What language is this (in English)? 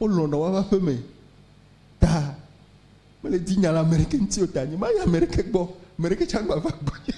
Ewe